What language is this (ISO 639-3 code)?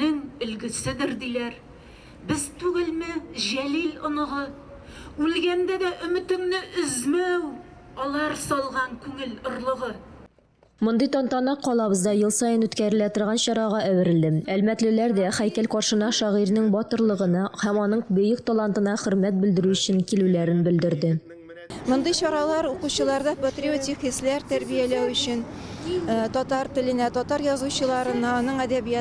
tat